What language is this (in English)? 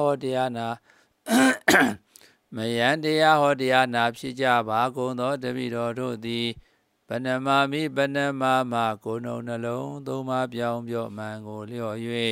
Burmese